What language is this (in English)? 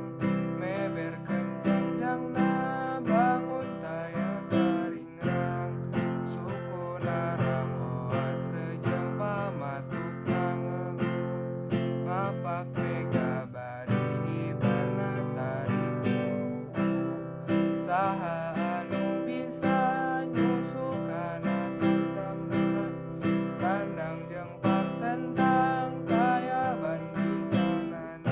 Sundanese